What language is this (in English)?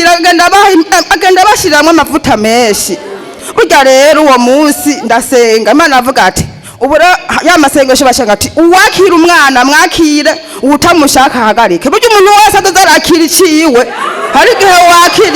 Rundi